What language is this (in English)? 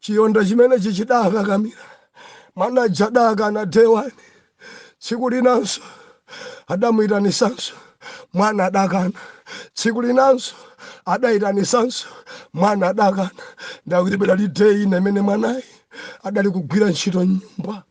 Nyanja